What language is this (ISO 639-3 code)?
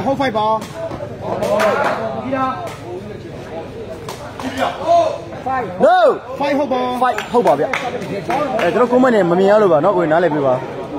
mya